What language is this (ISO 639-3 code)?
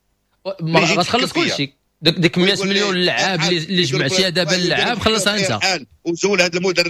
ary